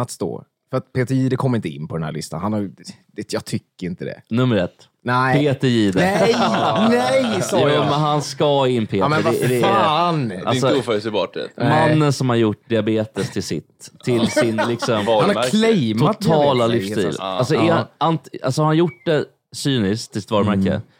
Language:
Swedish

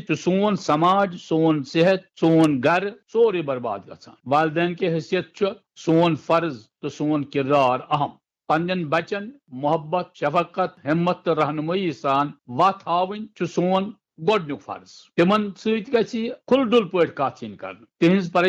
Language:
Kashmiri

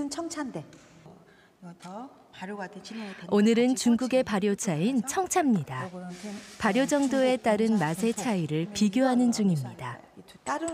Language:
Korean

